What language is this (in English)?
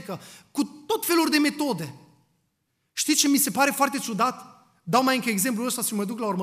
Romanian